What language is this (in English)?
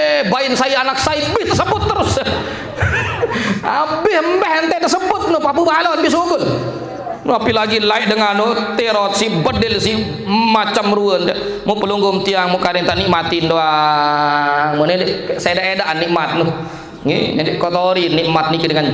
Sasak